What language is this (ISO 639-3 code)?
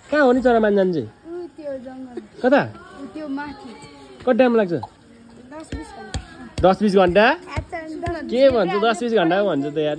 nep